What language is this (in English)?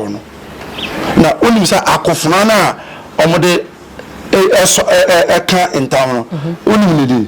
Akan